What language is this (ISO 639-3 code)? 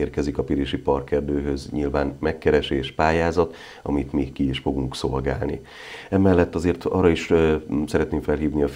hun